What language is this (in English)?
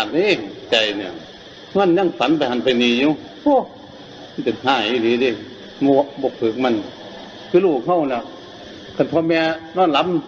Northeastern Thai